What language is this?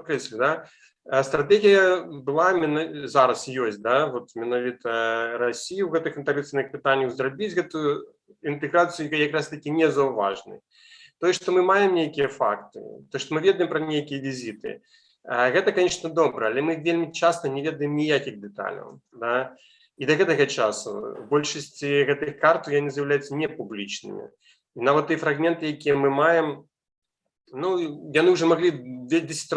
Belarusian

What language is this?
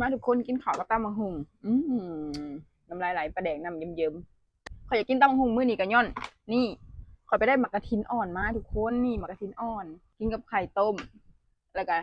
Northeastern Thai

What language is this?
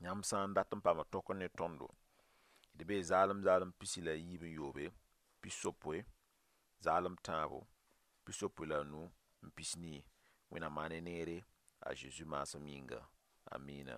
Mossi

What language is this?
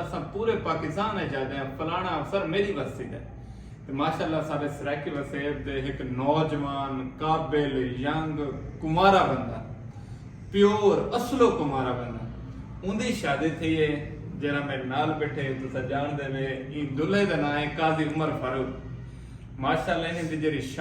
Saraiki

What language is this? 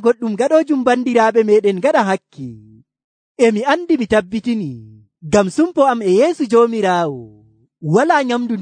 Nigerian Fulfulde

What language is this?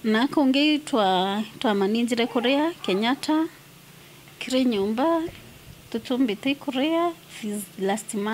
Meru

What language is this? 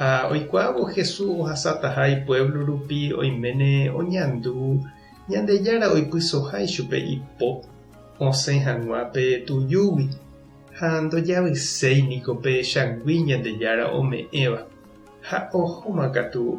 Guarani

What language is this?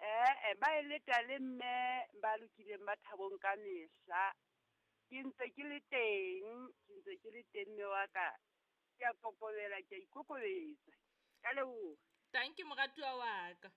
Southern Sotho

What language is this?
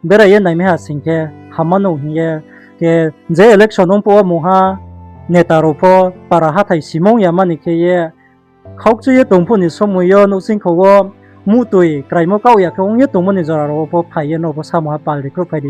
Riang (India)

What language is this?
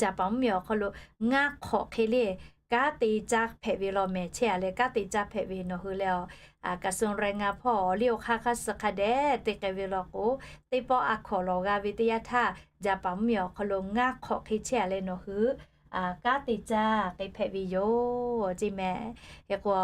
Lahu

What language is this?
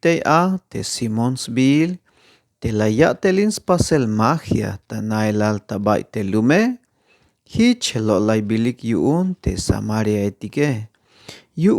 Tzeltal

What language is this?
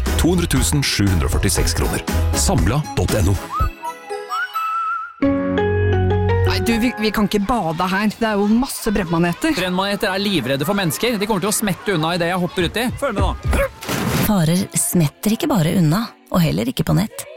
Norwegian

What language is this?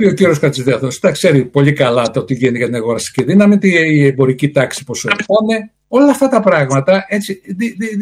Greek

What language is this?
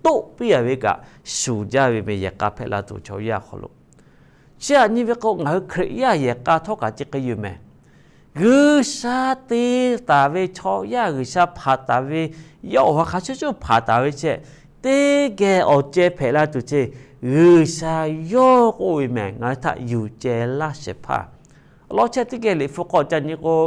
Lahu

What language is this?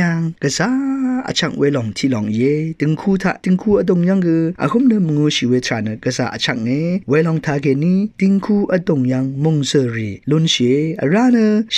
Rawang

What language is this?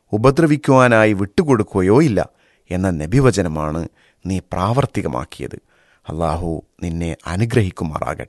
Malayalam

